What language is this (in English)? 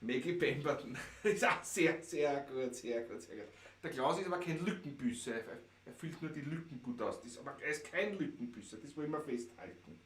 Bavarian